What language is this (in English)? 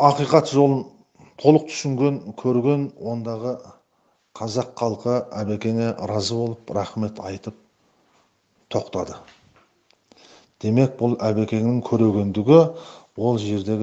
Kazakh